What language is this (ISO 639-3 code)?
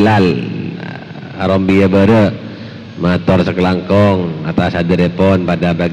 mad